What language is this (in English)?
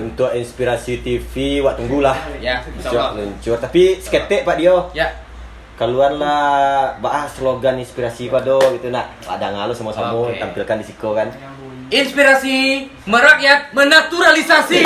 Minangkabau